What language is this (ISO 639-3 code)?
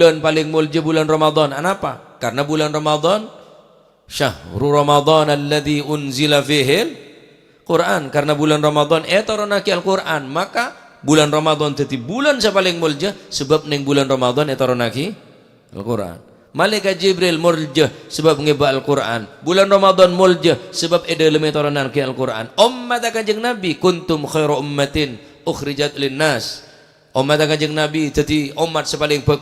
mad